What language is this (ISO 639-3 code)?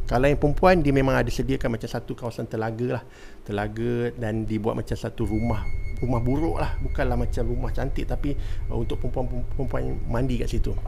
msa